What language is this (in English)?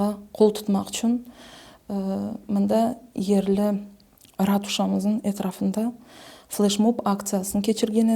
Crimean Tatar